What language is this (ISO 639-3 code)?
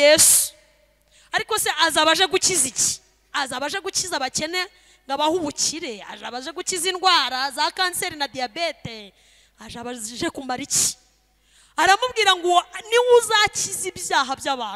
kin